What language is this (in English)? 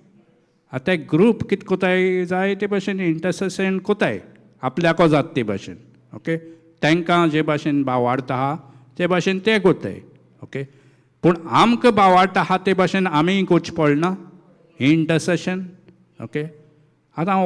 Konkani